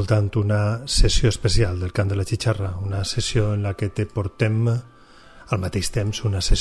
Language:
Catalan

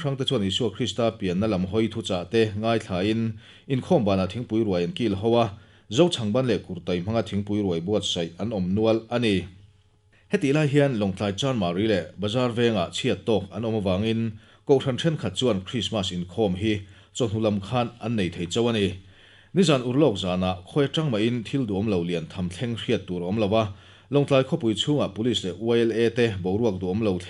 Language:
Mizo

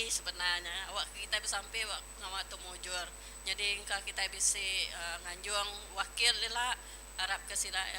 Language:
Iban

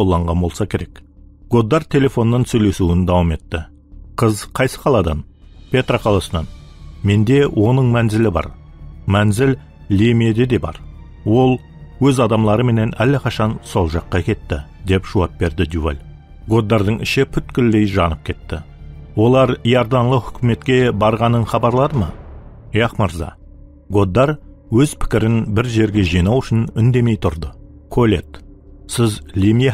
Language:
Kara-Kalpak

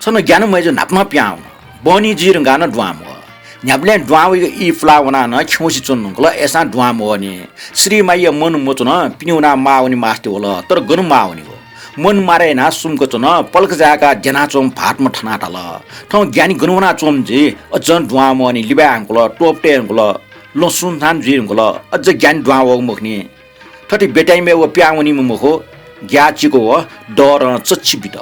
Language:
Newari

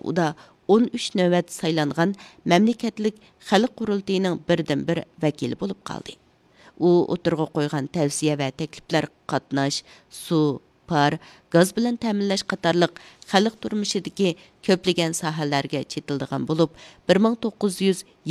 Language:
Uyghur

